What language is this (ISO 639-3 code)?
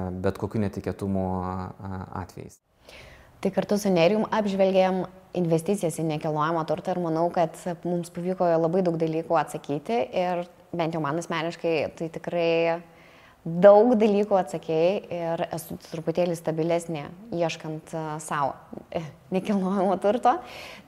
lit